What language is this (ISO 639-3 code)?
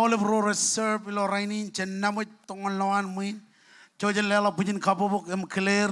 mah